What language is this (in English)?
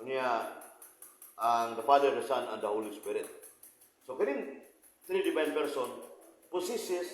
Cebuano